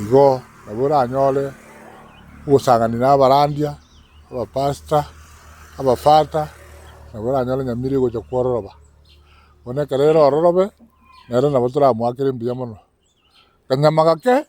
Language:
Gusii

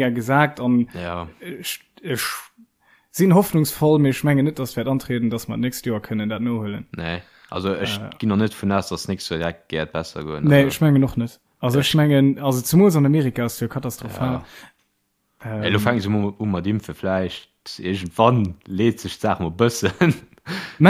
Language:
Luxembourgish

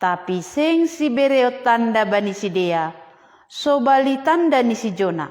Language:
Batak Simalungun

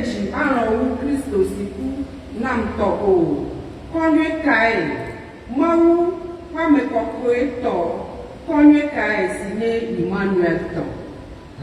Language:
Ewe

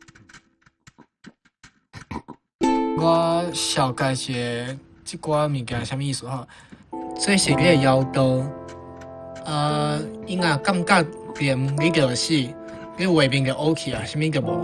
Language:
Min Nan Chinese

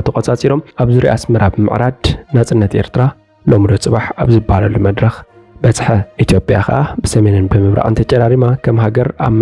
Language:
Tigrinya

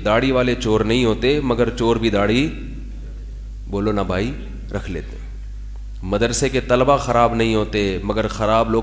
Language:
Urdu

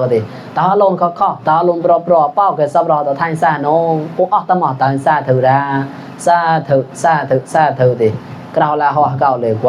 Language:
Mon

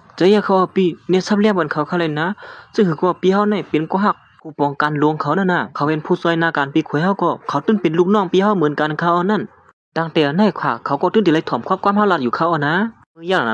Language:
Shan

